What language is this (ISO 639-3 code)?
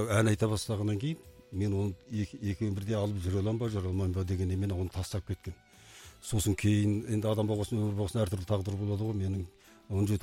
kaz